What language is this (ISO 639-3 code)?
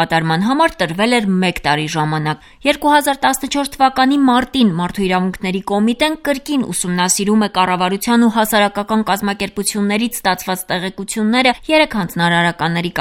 hye